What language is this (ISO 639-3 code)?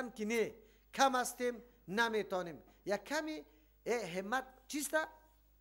fas